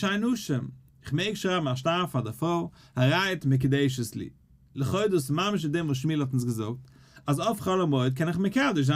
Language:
Yiddish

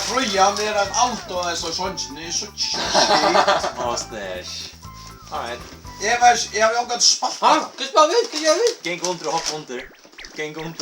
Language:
Faroese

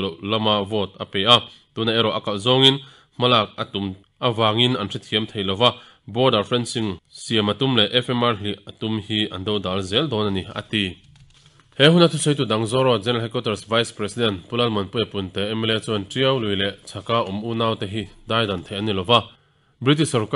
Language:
Mizo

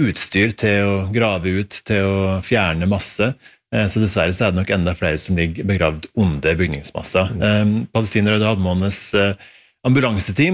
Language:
Norwegian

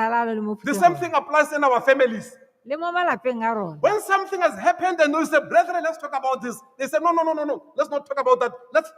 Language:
Tswana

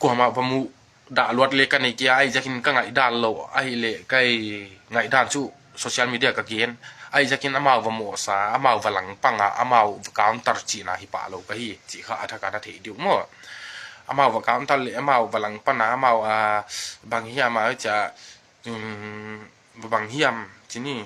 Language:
Tedim Chin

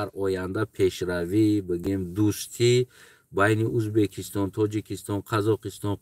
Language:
Tajik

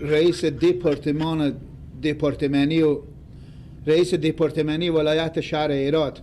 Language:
Persian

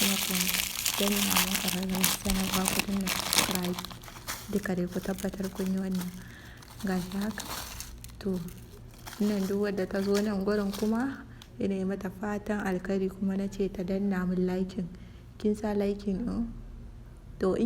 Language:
Hausa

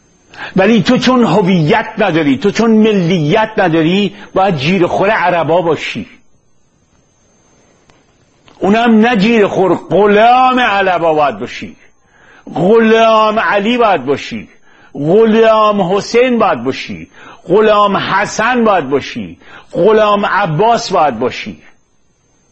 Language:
Persian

